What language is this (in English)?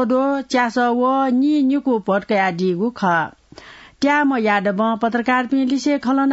Newari